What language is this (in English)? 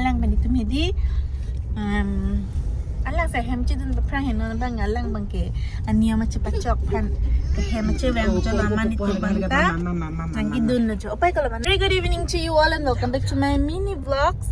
Karbi